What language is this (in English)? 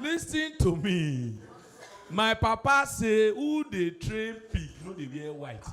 Nigerian Pidgin